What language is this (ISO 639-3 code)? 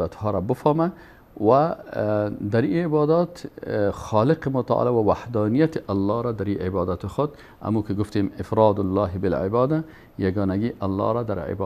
fas